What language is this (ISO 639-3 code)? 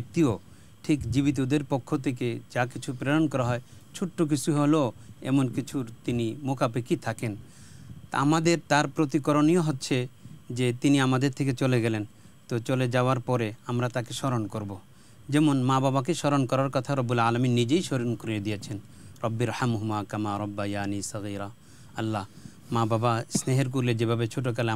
ben